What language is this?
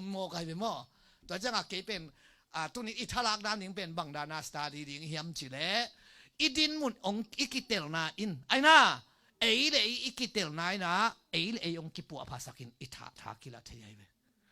Tedim Chin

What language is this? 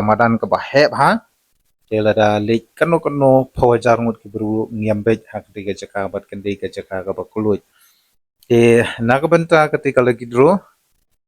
Khasi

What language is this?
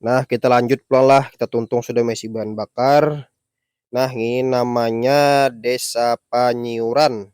Banjar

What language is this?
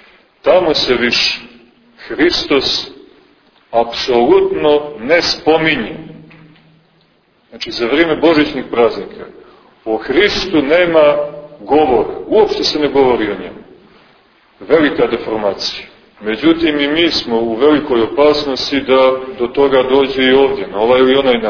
Serbian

